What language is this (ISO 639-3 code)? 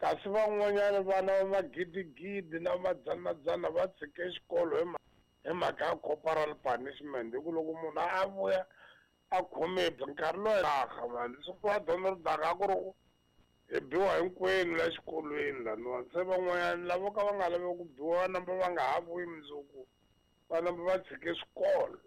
tso